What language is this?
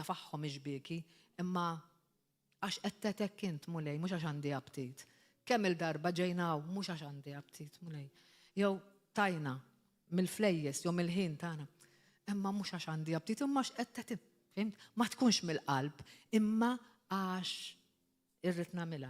Maltese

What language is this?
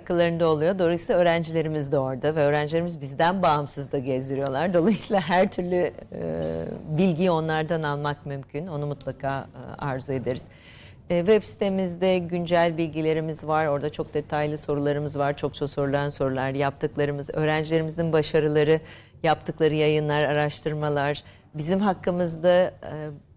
Turkish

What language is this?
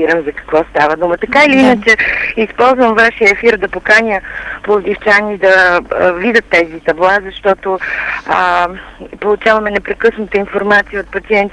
Bulgarian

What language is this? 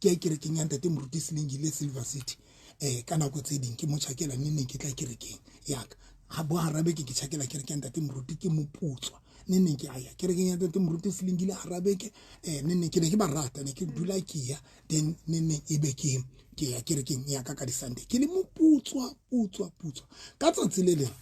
Southern Sotho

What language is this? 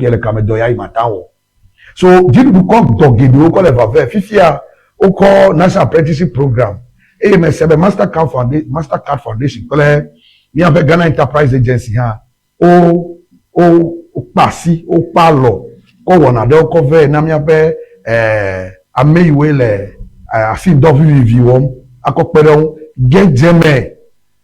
Ewe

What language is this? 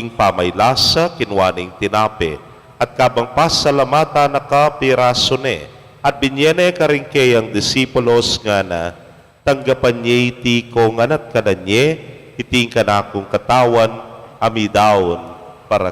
Pampanga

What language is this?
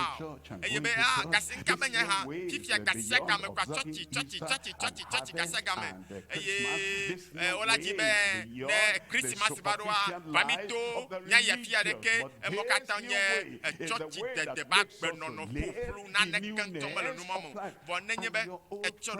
Ewe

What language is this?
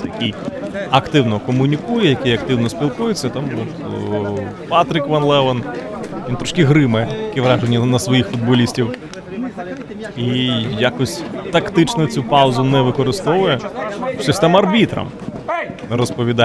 Ukrainian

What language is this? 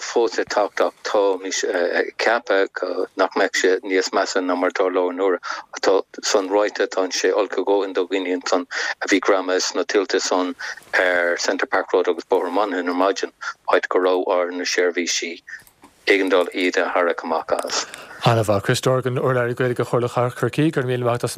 Irish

